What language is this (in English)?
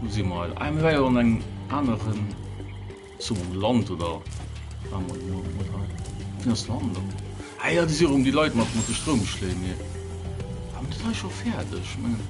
Luxembourgish